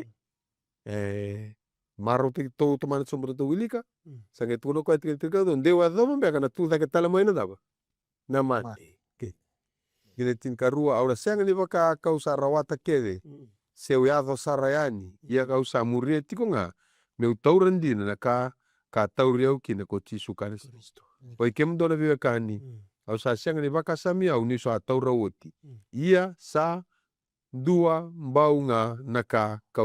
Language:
Fijian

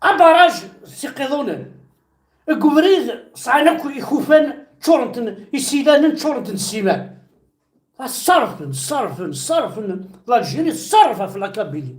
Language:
Kabyle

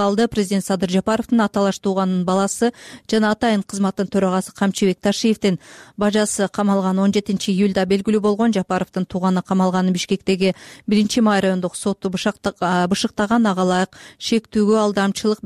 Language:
Kyrgyz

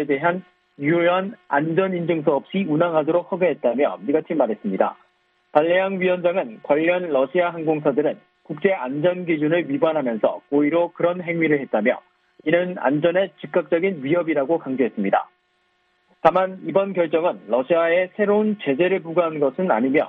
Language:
Korean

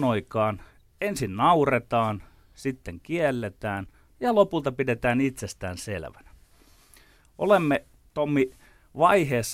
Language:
Finnish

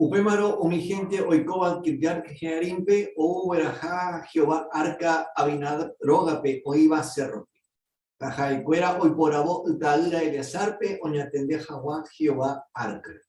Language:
Guarani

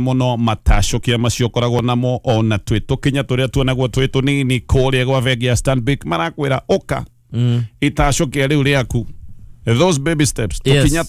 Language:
Kikuyu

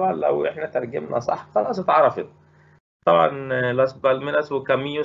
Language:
Egyptian Arabic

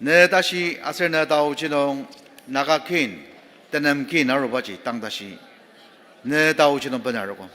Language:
Ao Naga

